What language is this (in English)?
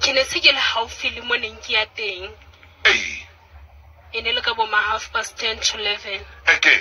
Southern Sotho